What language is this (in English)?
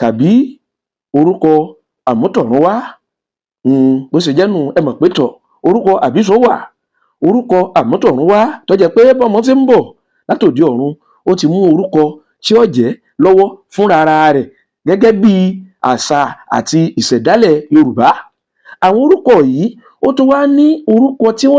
Yoruba